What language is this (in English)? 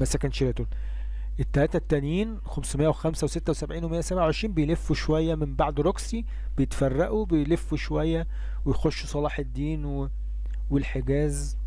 Egyptian Arabic